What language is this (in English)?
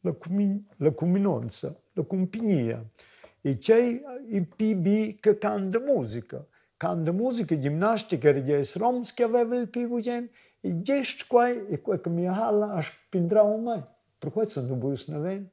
Romansh